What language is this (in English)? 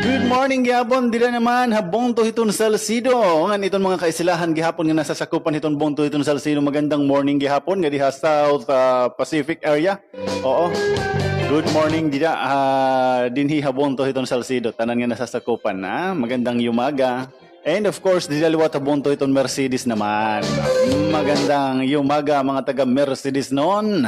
Waray